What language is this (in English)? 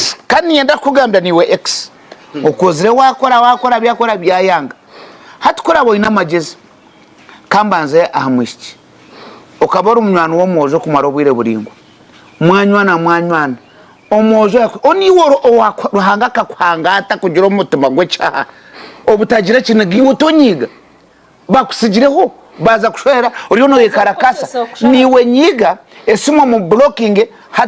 Nyankole